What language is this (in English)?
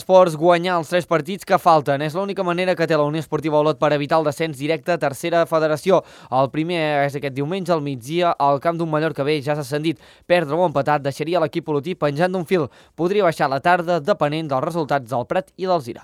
Catalan